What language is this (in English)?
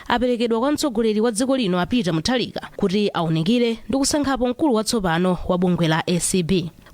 Nyanja